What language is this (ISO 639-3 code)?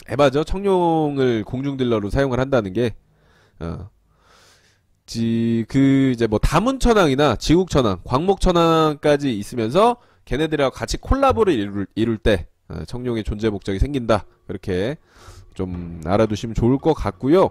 kor